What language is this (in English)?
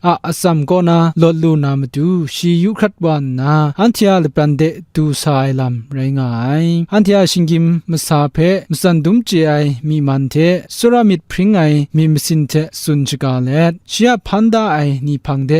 Kachin